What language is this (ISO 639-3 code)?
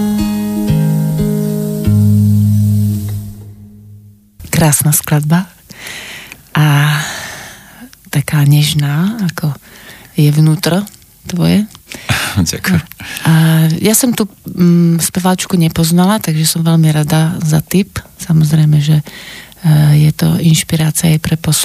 slk